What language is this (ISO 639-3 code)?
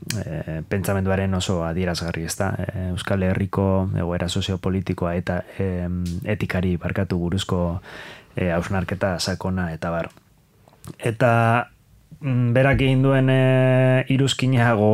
eus